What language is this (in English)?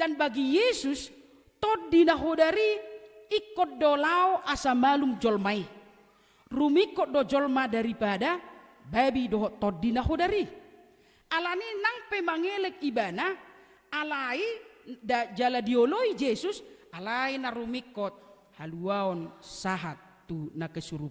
Batak Toba